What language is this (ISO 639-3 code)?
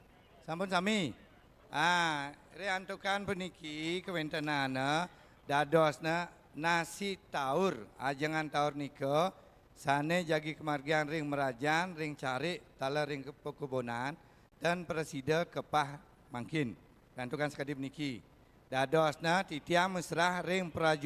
ban